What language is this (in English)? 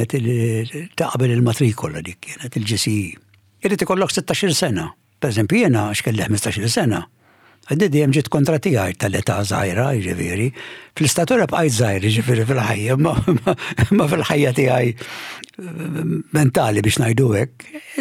Maltese